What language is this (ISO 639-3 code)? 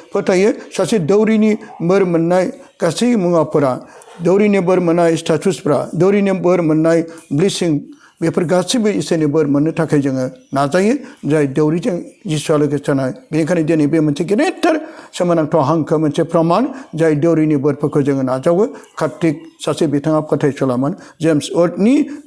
brx